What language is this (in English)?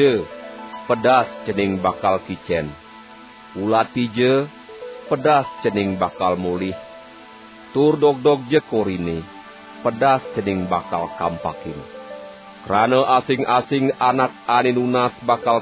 Balinese